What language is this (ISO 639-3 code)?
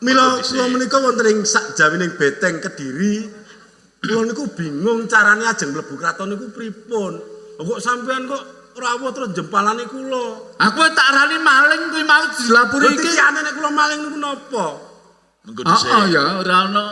jav